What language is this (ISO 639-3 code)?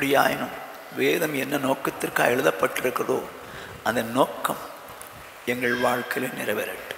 tam